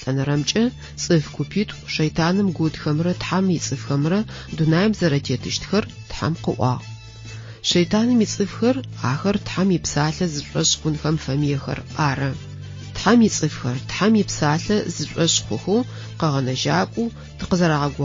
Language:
Adyghe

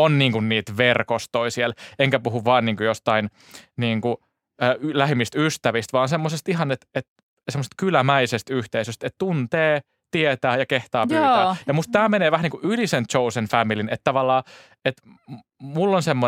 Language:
Finnish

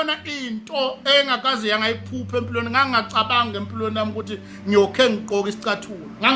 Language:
Zulu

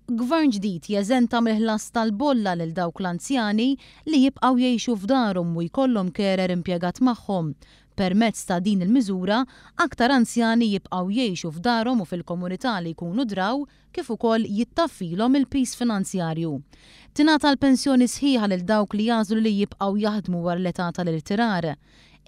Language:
Maltese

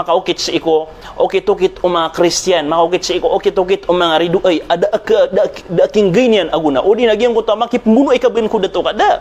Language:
Maranao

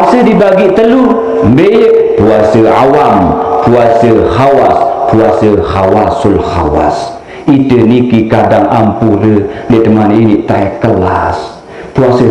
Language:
Sasak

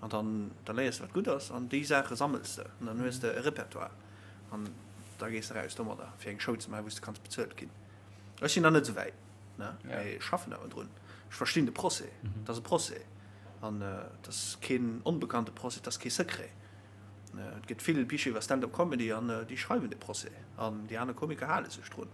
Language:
Luxembourgish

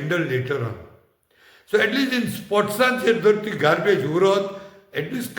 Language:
Konkani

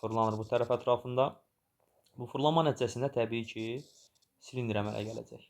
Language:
Azerbaijani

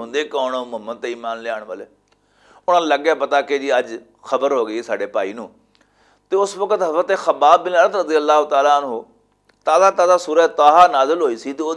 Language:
Western Panjabi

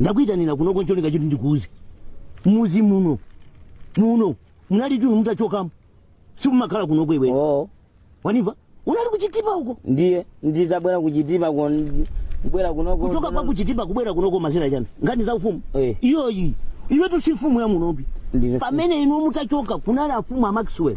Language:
Nyanja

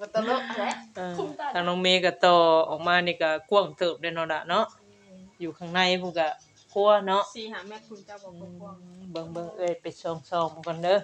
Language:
Northeastern Thai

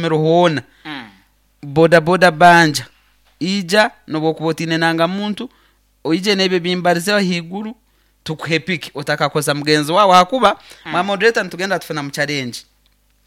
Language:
Nyoro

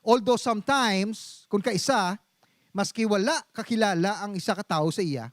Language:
Hiligaynon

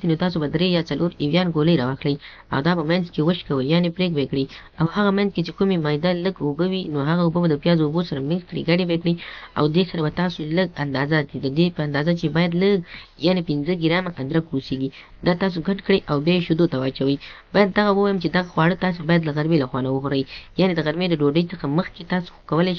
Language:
Pashto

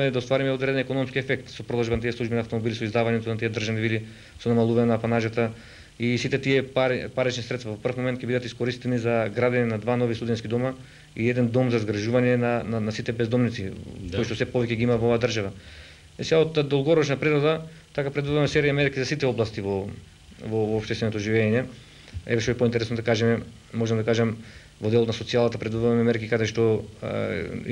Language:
Macedonian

